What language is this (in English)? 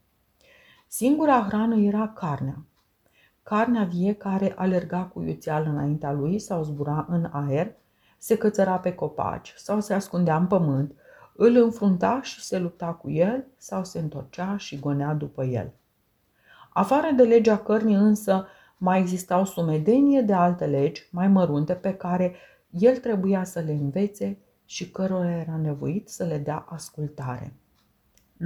Romanian